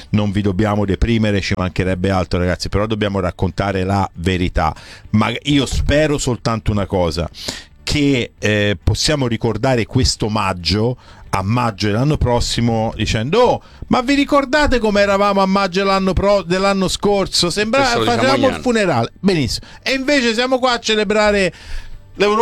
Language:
Italian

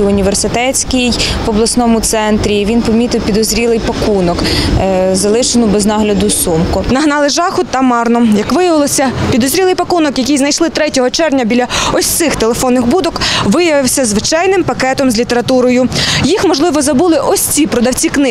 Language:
Ukrainian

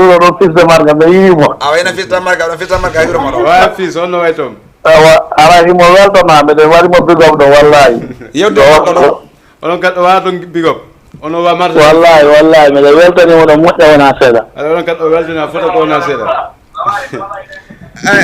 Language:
Fula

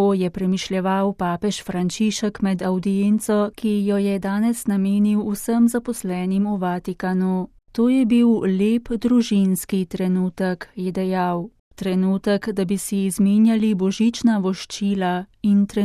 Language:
Slovenian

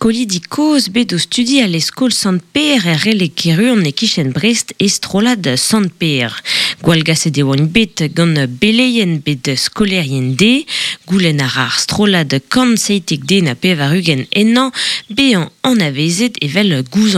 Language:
Breton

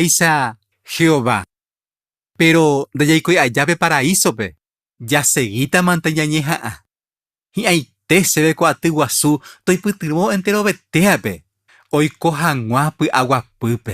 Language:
Guarani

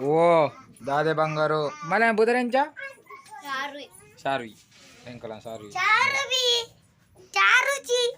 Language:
Tulu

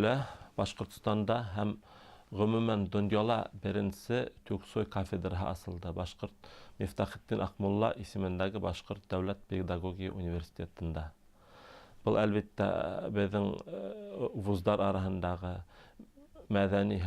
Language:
Bashkir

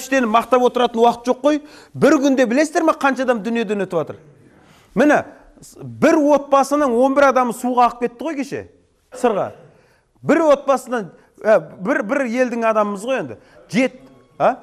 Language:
Kazakh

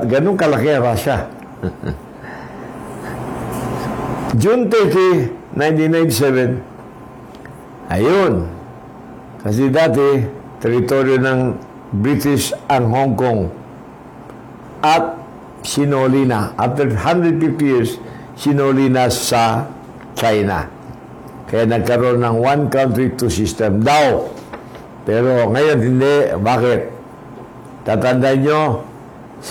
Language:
Filipino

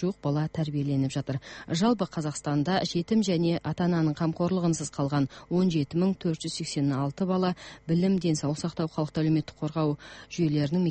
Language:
Kazakh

